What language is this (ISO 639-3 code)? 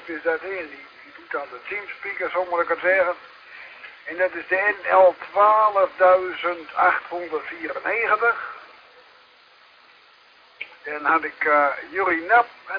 nld